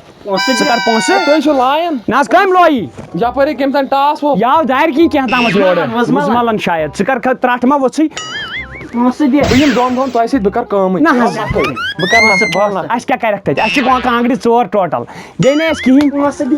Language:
Kashmiri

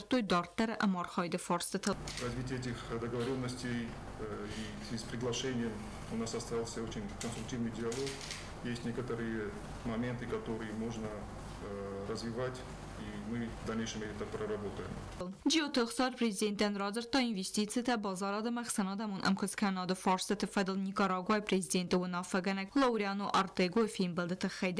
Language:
Ossetic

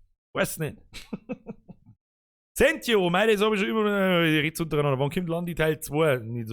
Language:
Bavarian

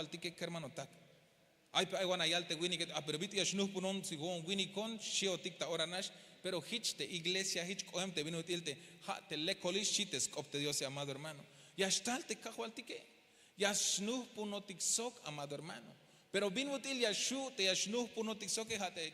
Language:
Tzeltal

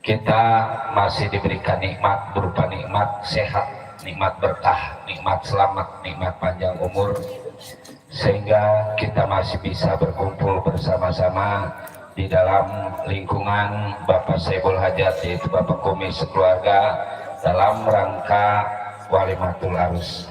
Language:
Betawi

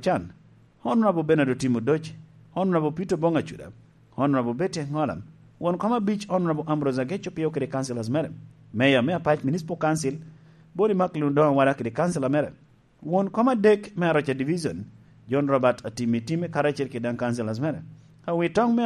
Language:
Lango (Uganda)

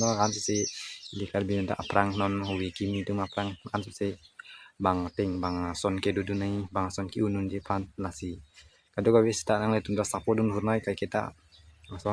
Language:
Karbi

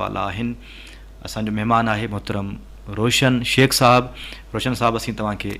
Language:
Sindhi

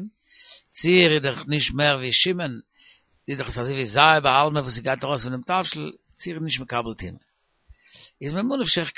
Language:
Yiddish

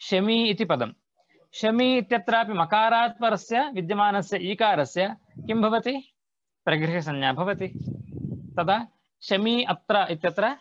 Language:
Sanskrit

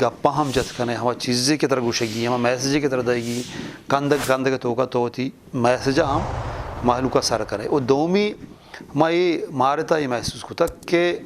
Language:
Eastern Balochi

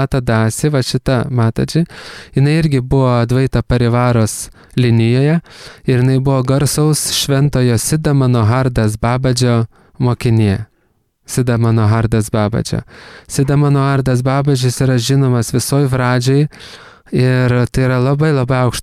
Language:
Lithuanian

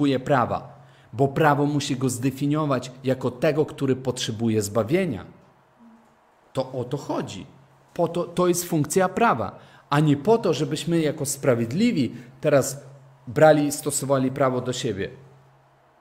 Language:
Polish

